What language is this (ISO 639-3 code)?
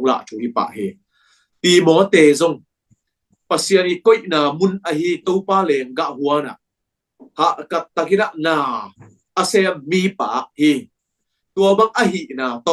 ctd